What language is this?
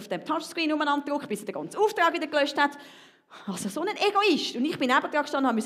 Swiss German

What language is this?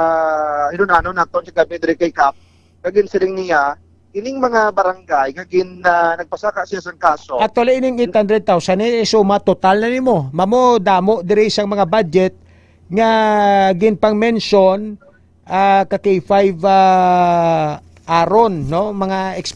Hiligaynon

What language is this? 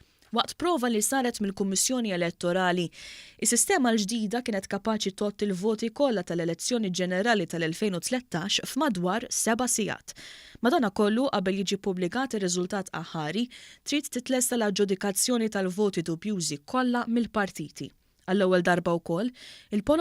Maltese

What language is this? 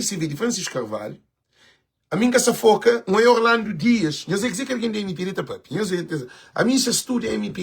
Kabuverdianu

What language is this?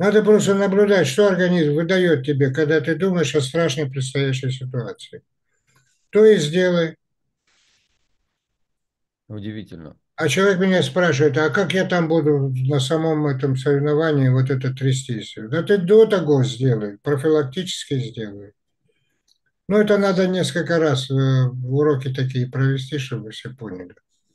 Russian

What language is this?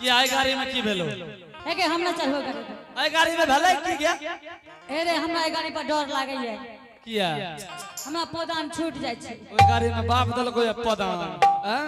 Angika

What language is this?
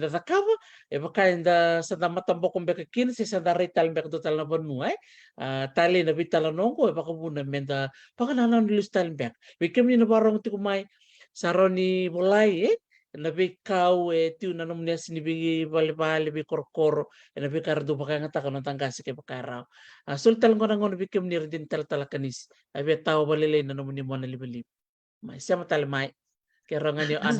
Fijian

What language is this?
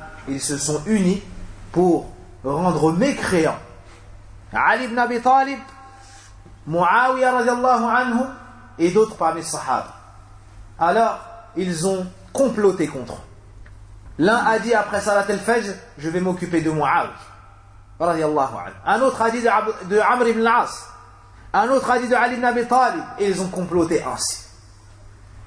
French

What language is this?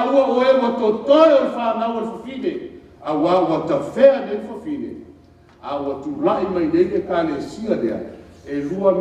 Samoan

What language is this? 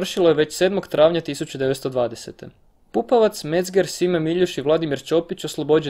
Croatian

